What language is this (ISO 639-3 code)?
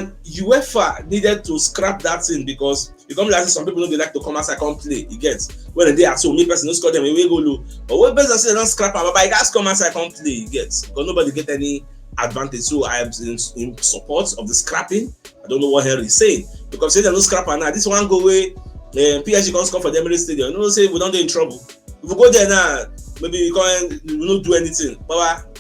pcm